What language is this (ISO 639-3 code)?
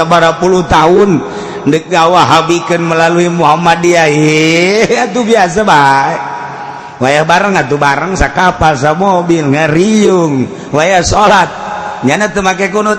sun